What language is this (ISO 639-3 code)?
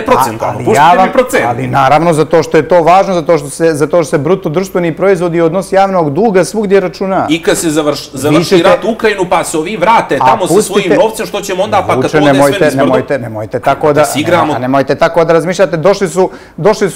bos